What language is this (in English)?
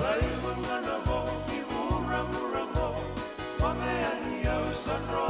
Fijian